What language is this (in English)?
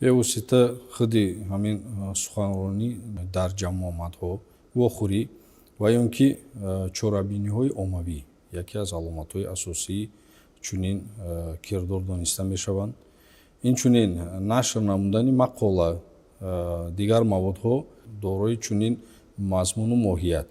Tajik